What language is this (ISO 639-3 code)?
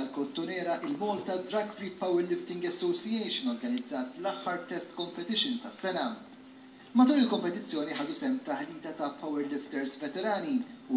mlt